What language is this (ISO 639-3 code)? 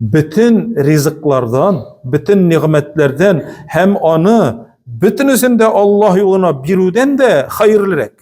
tat